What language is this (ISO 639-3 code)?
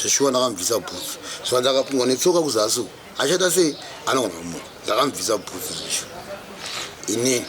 sna